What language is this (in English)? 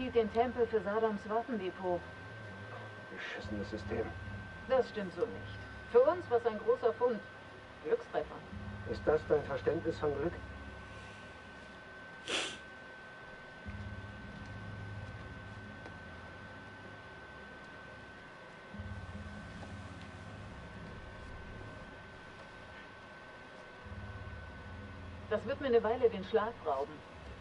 German